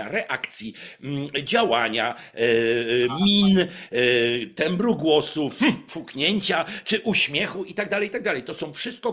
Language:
Polish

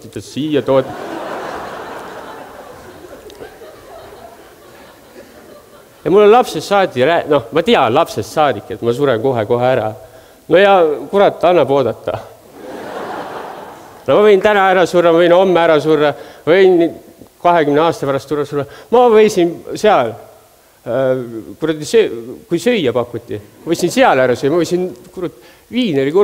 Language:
Estonian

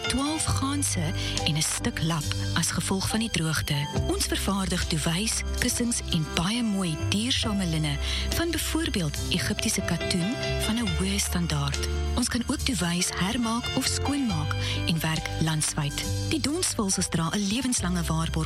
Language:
Afrikaans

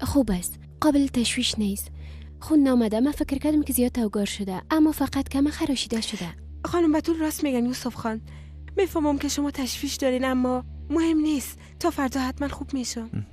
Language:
Persian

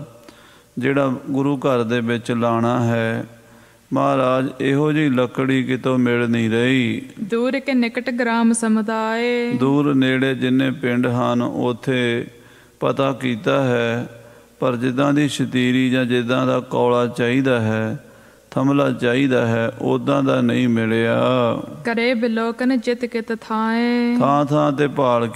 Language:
Punjabi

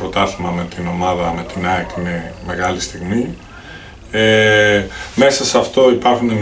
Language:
Greek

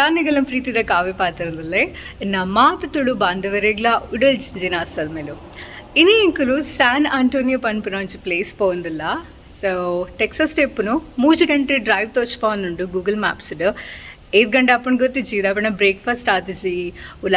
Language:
Tulu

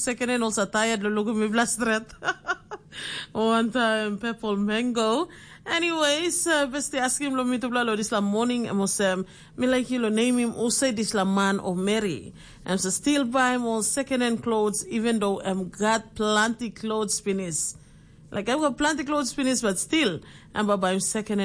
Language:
Tok Pisin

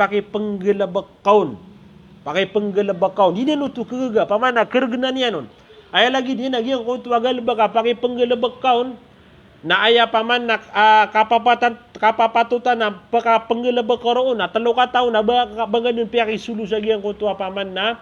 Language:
Maranao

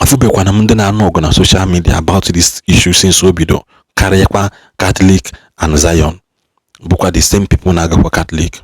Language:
Igbo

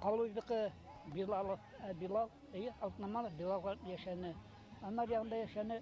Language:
Bashkir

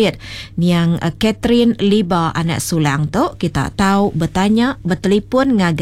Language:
Iban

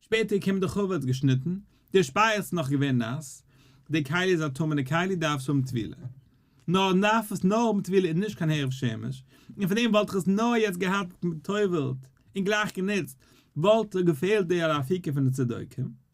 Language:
Yiddish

